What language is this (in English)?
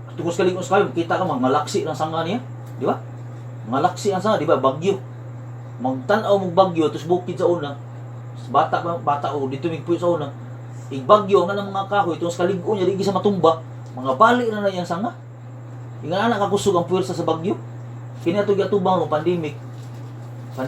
Cebuano